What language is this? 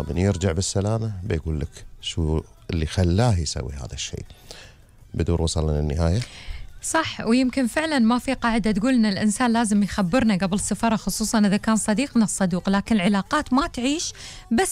Gulf Arabic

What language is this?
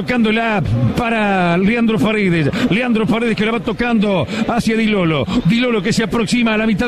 Spanish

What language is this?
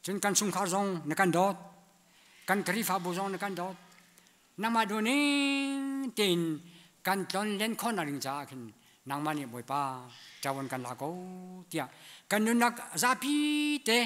Hakha Chin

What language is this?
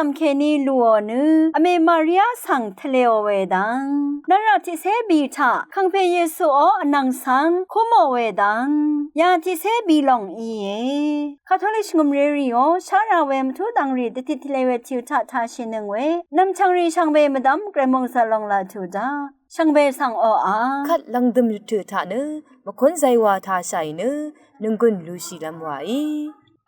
Rawang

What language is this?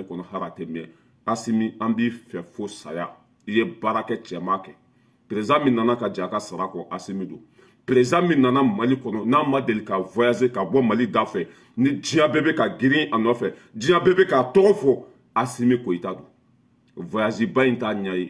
Bambara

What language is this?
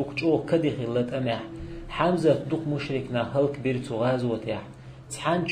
Chechen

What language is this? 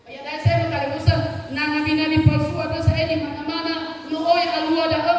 Nias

